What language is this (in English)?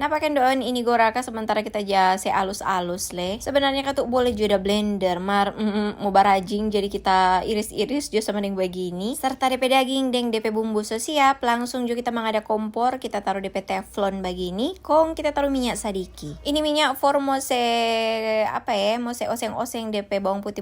Manado Malay